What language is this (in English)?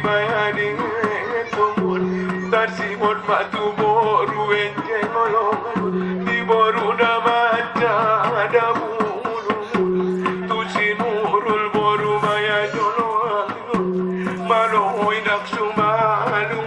Batak Angkola